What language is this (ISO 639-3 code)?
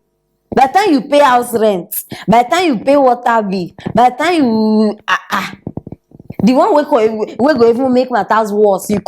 pcm